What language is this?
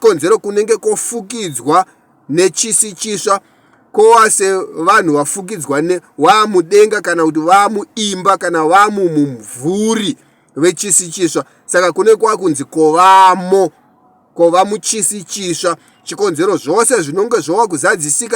Shona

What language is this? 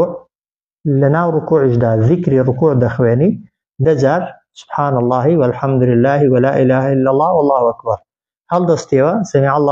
Central Kurdish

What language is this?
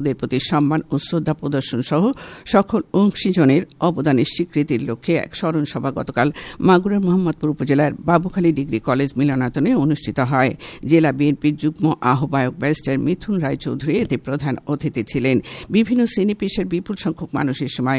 Bangla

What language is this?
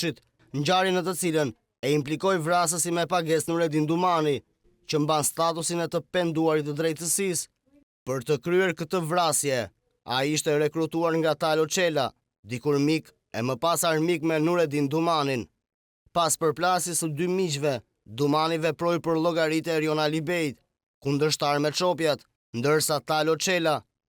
Albanian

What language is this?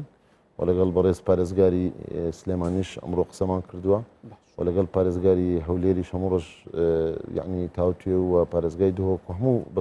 Central Kurdish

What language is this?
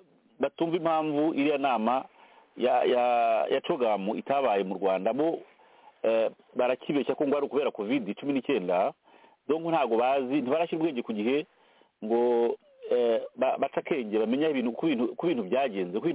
Kinyarwanda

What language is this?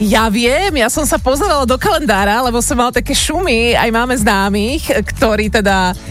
Slovak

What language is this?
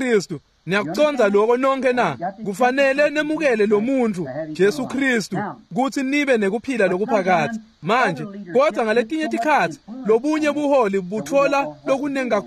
Swati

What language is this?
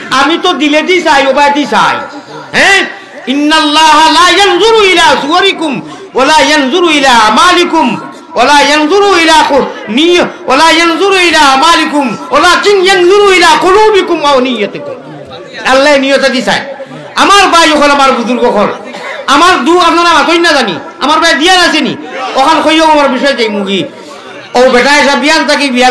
Sylheti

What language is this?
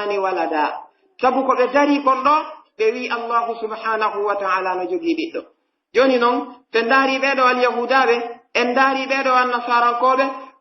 Pular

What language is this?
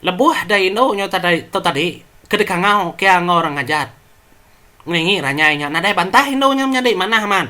Iban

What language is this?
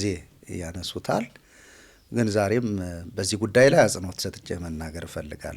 Amharic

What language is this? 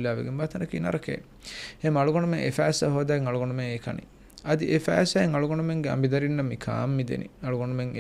Divehi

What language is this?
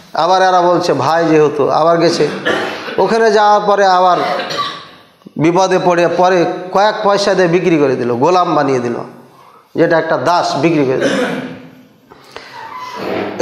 Bangla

